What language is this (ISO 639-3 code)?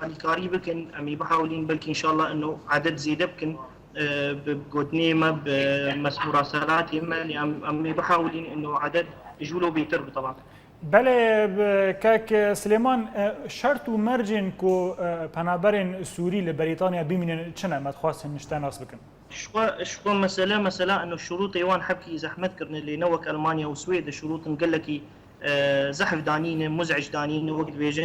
kur